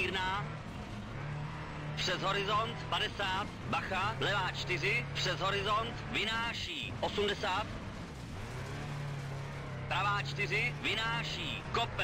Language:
Czech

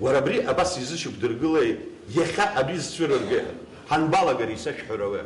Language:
Abkhazian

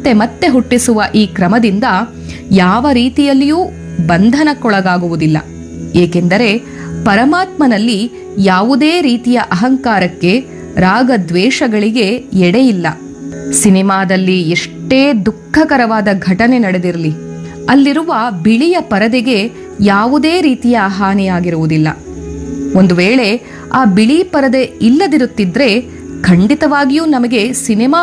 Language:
Kannada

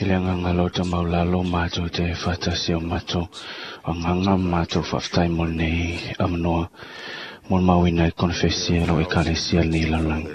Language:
Samoan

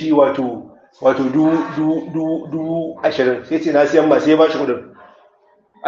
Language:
Hausa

